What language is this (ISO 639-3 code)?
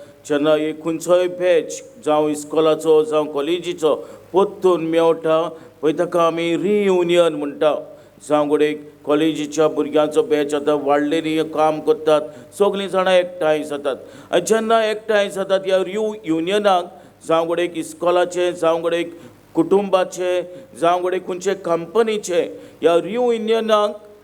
kok